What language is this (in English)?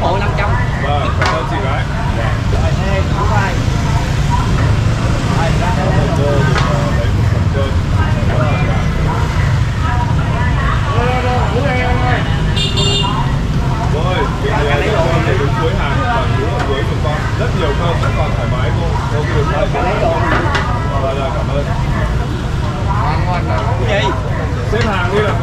Vietnamese